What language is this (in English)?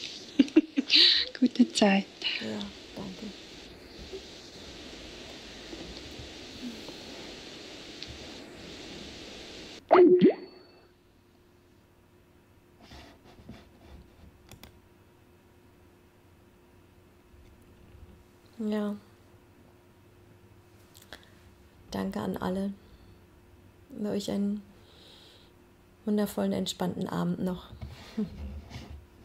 German